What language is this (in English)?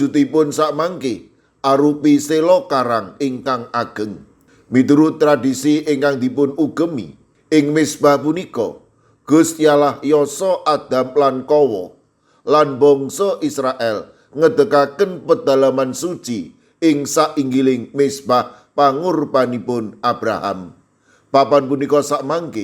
Javanese